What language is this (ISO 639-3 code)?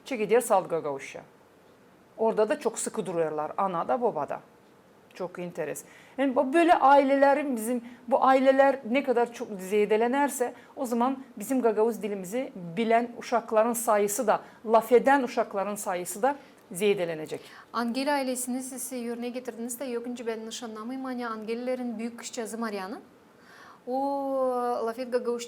gag